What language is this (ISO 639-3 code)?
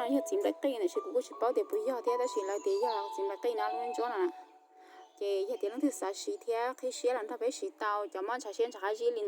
hmn